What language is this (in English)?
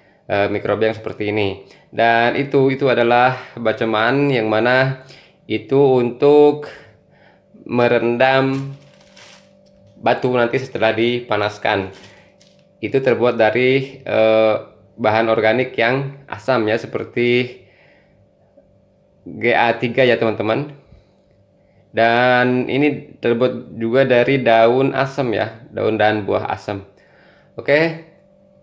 Indonesian